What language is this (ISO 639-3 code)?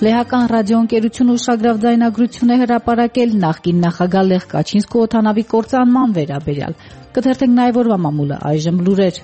hye